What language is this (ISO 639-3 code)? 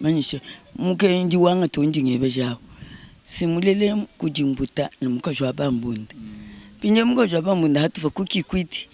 lua